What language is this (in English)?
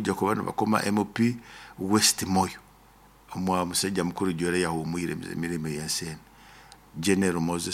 Nyoro